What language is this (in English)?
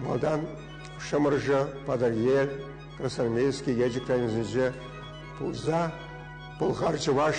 Chuvash